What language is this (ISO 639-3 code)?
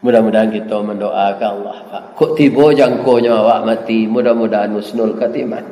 min